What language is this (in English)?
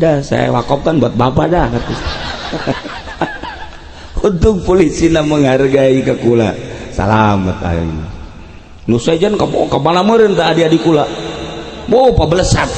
Sundanese